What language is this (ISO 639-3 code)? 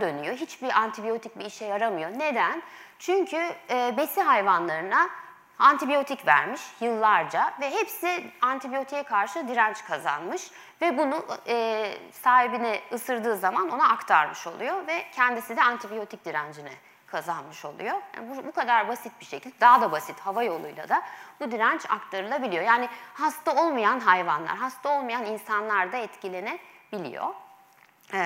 tur